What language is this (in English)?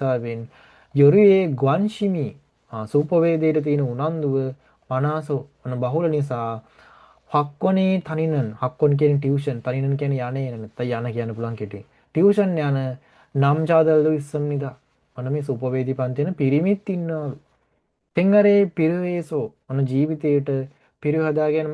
Sinhala